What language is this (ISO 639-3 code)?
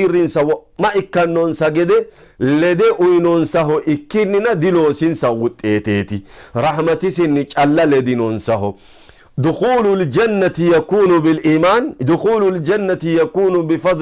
sid